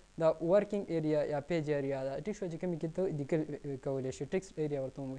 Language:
Pashto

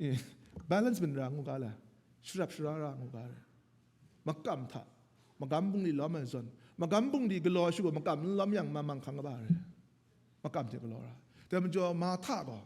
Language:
Kachin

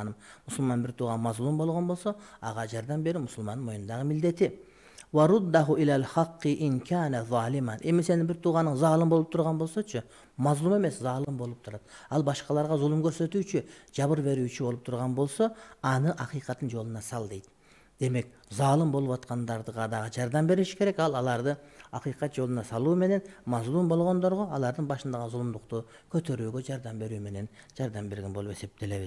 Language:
Kyrgyz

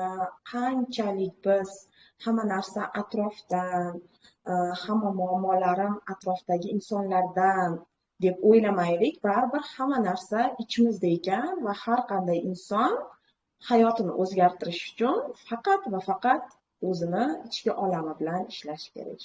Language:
Uzbek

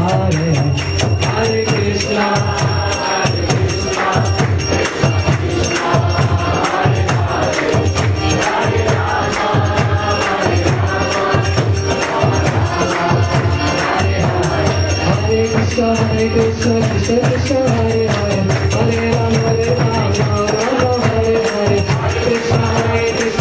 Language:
Ukrainian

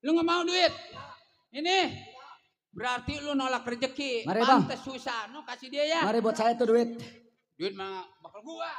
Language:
Betawi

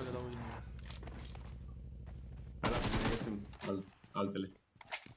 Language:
Romanian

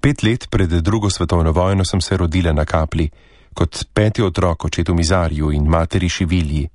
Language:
Slovenian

